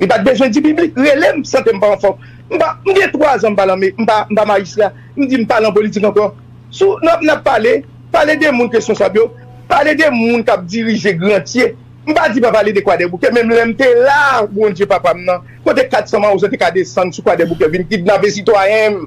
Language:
Haitian Creole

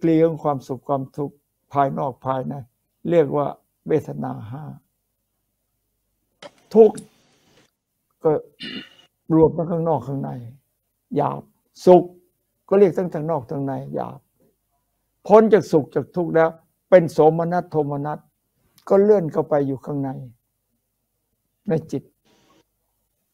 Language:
Thai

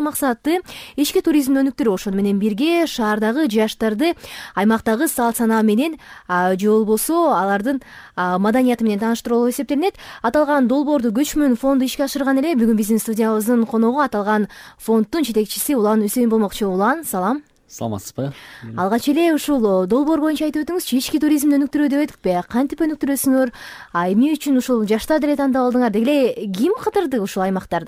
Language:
Kyrgyz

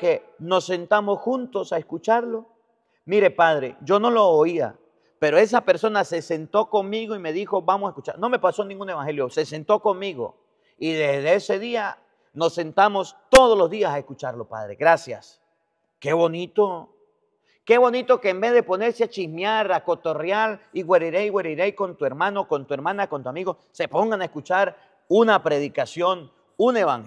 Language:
Spanish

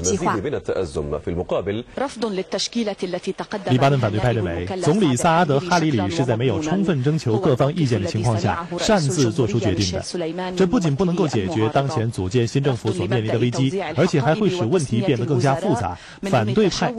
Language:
Chinese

